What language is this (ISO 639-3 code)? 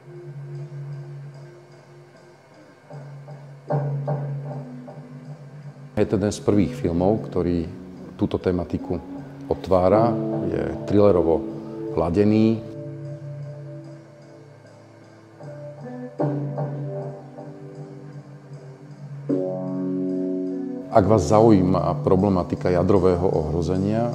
slk